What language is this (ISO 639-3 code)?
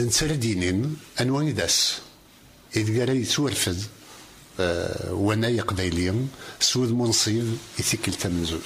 kab